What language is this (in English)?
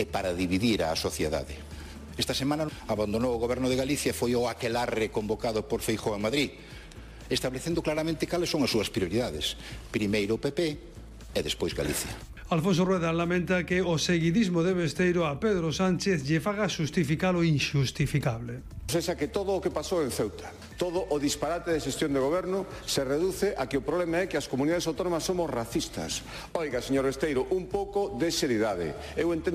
Galician